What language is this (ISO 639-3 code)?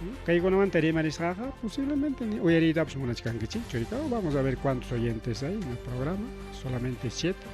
quy